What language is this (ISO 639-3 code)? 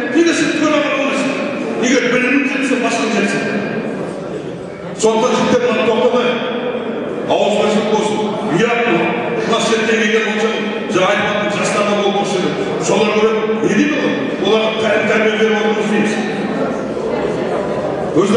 kaz